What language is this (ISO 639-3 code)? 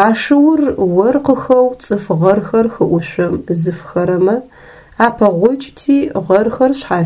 ady